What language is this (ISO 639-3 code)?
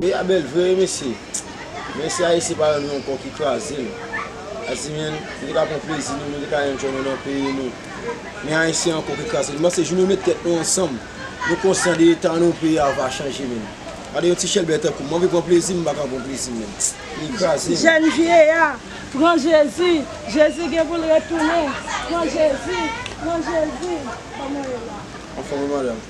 hat